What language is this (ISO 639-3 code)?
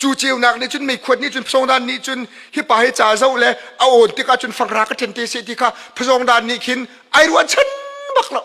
cnh